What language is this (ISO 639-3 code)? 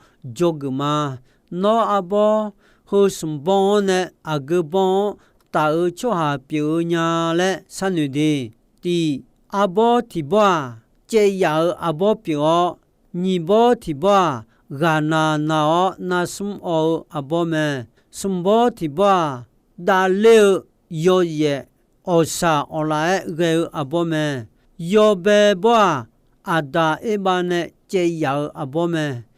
ahk